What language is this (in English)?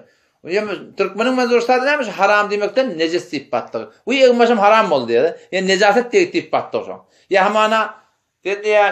Turkmen